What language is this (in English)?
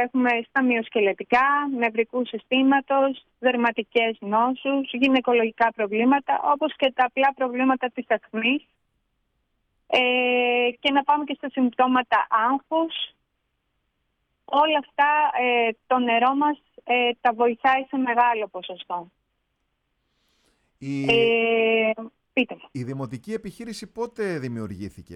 Greek